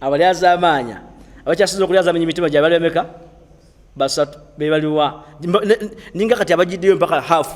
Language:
Ganda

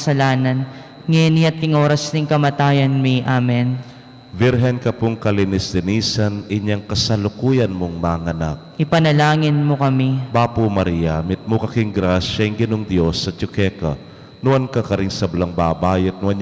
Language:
Pampanga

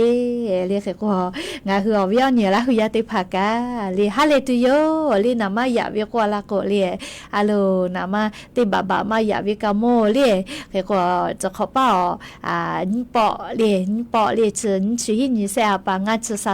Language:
Lahu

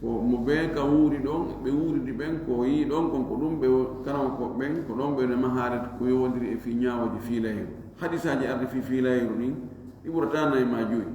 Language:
Fula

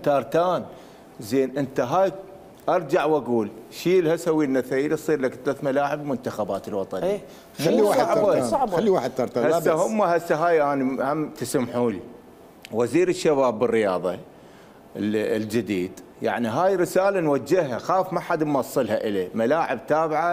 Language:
Mesopotamian Arabic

